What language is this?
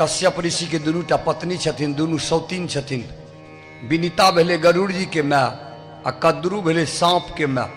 Maithili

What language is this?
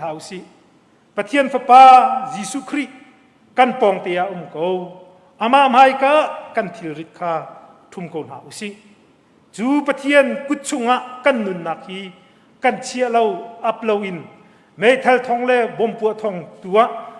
Hakha Chin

